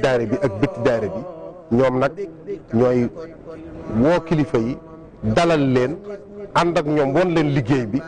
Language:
Wolof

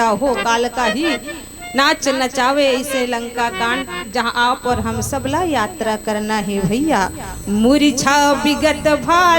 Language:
Chhattisgarhi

